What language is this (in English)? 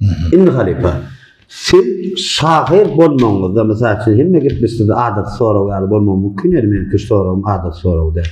Turkmen